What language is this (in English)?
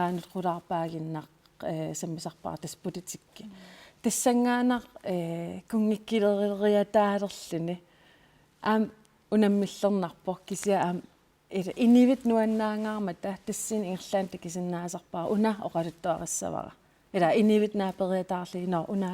Kalaallisut